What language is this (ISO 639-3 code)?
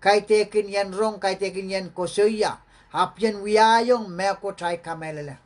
pon